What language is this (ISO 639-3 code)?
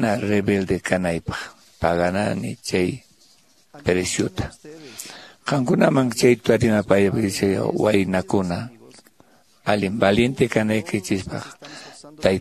que